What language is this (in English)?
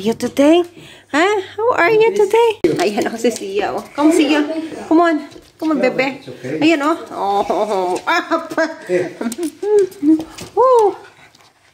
Filipino